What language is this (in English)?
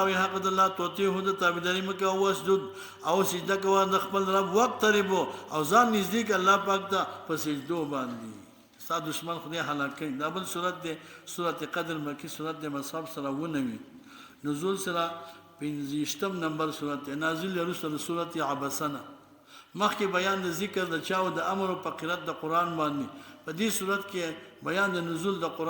Pashto